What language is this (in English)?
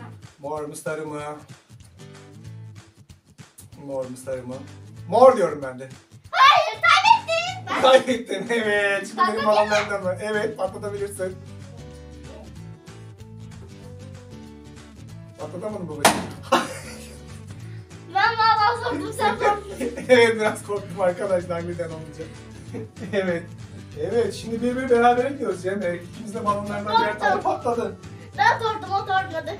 Turkish